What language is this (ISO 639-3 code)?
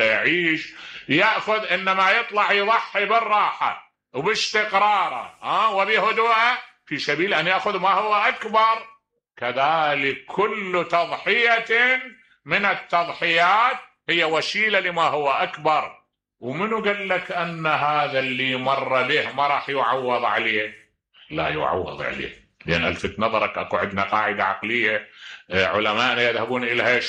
acm